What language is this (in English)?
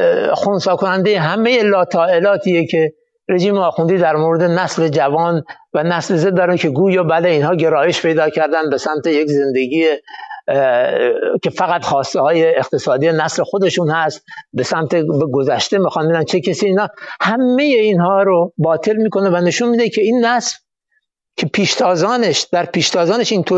Persian